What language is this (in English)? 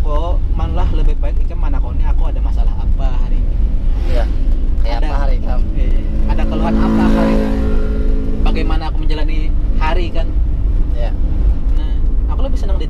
Banjar